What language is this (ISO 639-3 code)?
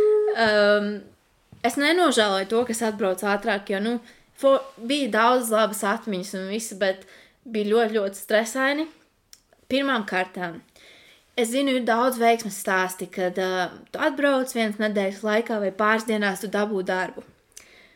lav